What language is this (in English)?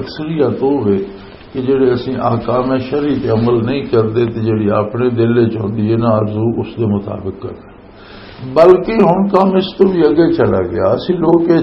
Western Panjabi